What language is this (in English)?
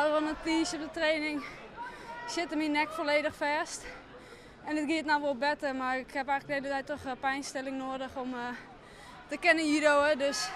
Western Frisian